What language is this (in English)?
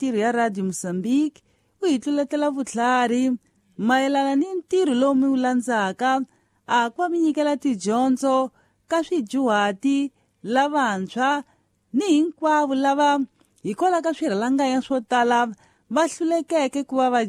Tsonga